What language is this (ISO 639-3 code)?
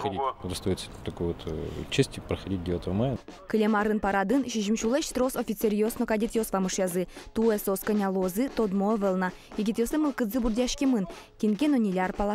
udm